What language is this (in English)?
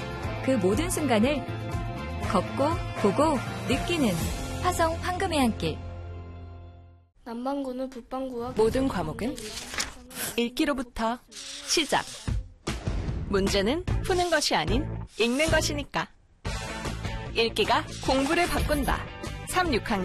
Korean